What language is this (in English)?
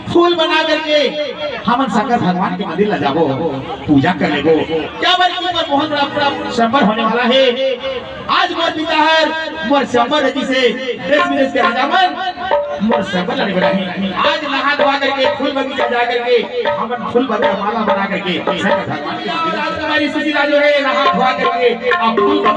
Chhattisgarhi